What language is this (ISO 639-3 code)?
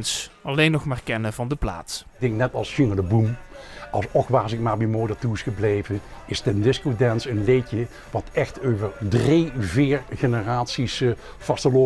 lim